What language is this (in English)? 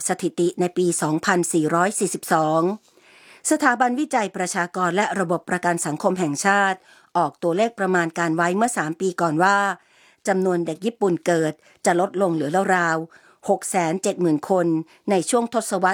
Thai